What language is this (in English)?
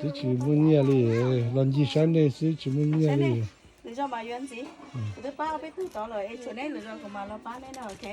Hmong